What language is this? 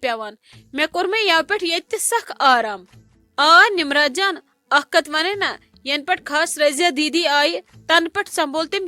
Kashmiri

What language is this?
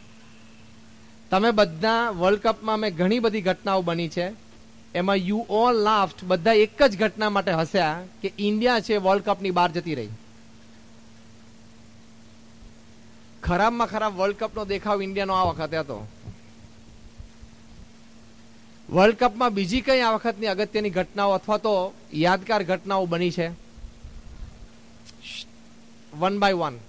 Gujarati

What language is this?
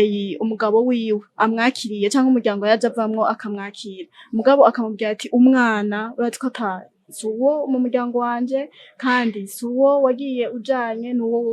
Rundi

